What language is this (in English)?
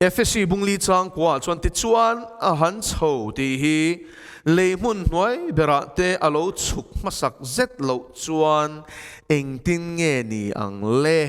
Mizo